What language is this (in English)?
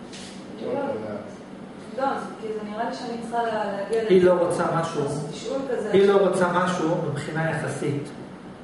Hebrew